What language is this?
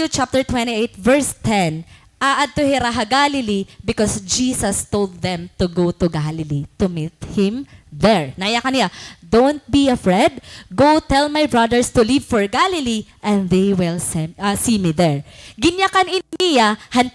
Waray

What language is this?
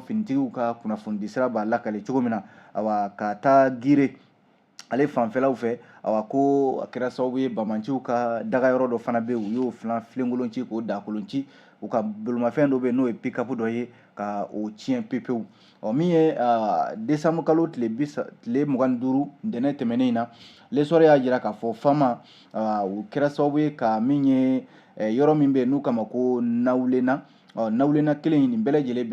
Bambara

